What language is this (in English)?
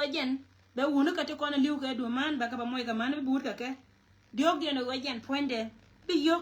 Nuer